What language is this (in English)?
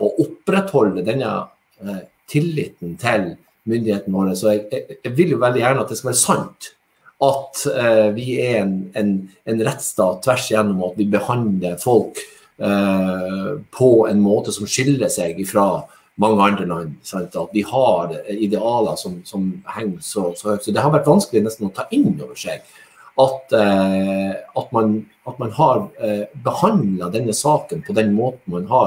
Norwegian